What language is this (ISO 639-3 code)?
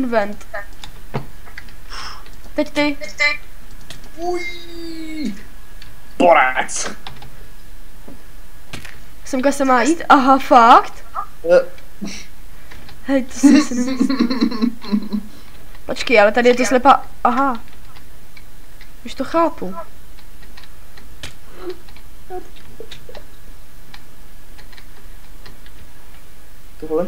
ces